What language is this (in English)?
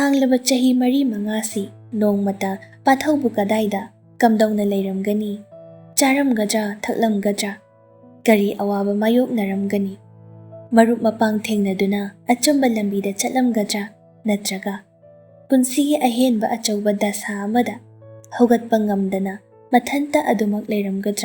Manipuri